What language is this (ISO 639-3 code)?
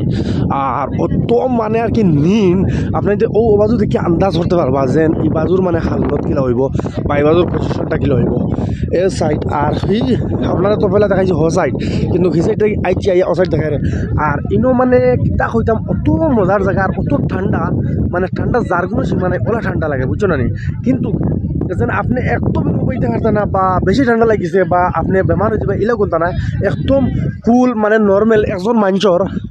syl